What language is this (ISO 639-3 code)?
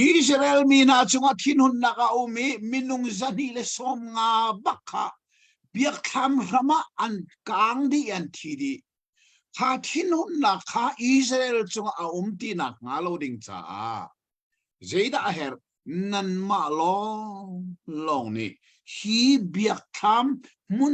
cnh